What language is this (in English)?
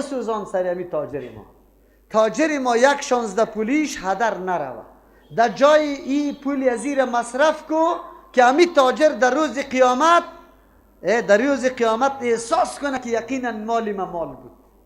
Persian